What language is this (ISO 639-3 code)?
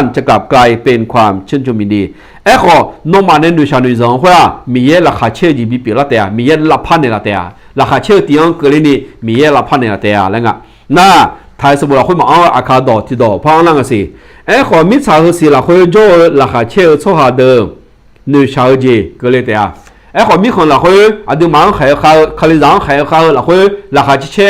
ahk